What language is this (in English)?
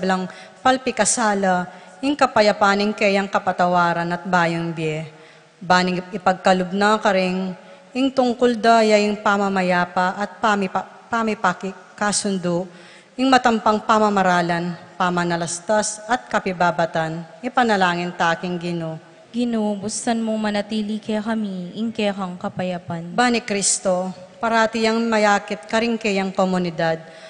Pampanga